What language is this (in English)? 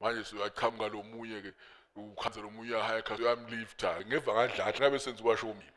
Swati